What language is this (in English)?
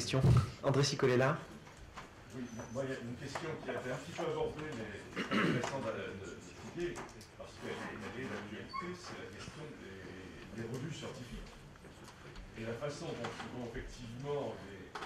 French